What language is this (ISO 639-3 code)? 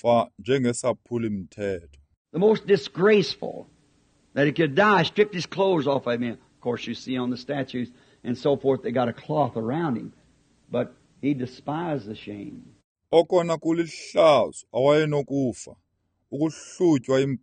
xho